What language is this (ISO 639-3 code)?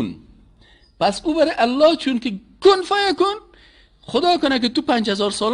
fas